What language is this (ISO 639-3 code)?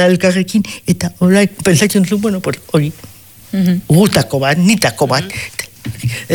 eus